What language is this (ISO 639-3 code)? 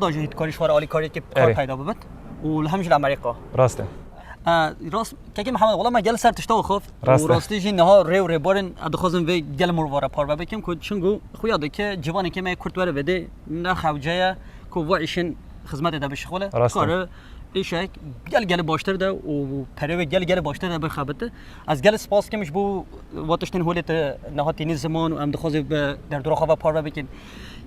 kur